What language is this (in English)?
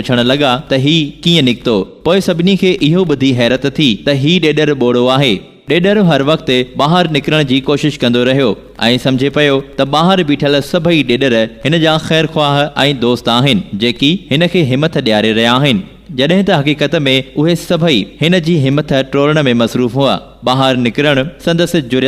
Sindhi